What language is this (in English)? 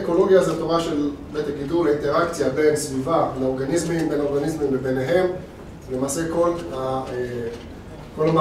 Hebrew